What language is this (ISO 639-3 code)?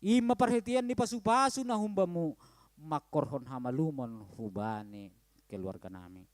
bts